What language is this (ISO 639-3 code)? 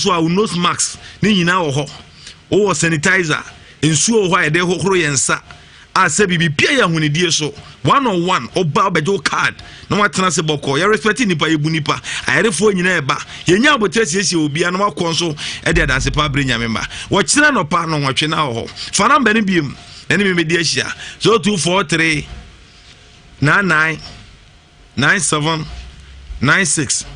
aka